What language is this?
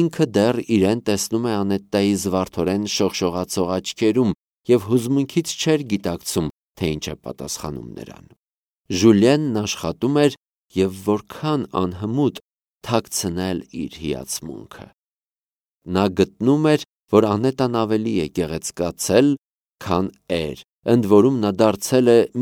Armenian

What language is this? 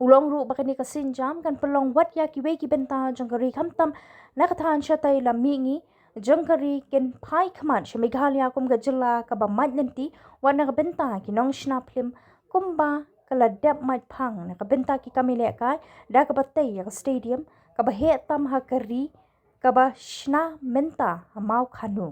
Khasi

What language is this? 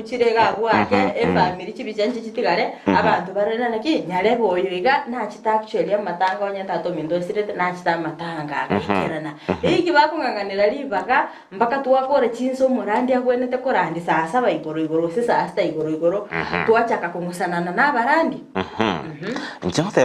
Gusii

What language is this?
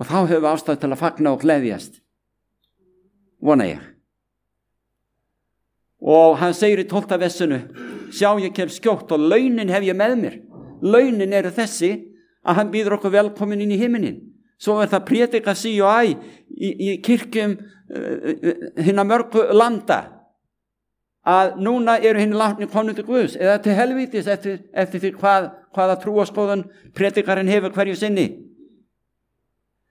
Icelandic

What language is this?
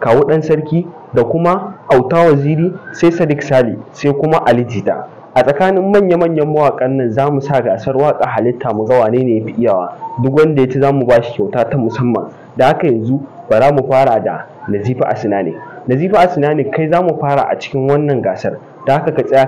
Hausa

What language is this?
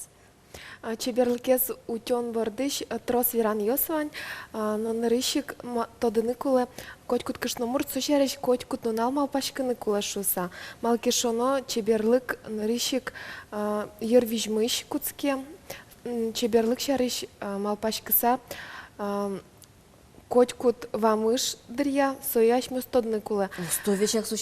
Udmurt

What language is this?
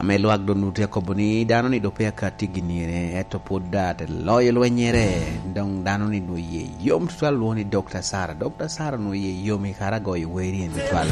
Lango (Uganda)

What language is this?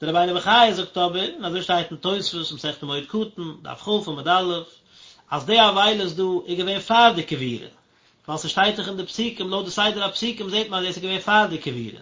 Yiddish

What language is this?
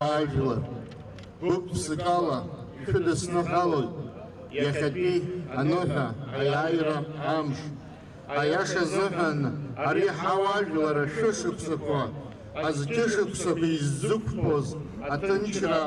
Abkhazian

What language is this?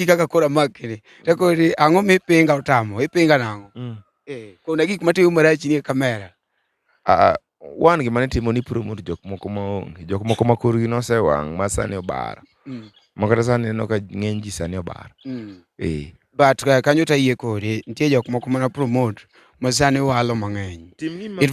Luo (Kenya and Tanzania)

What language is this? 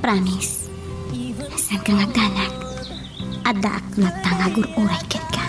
Iloko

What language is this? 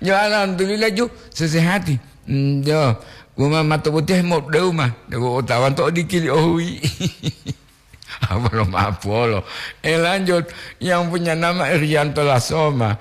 Gorontalo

